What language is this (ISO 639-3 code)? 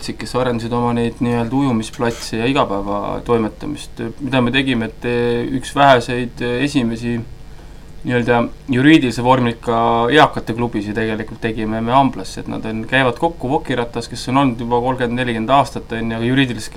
est